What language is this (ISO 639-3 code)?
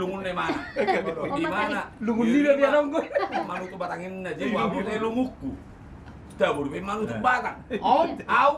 bbc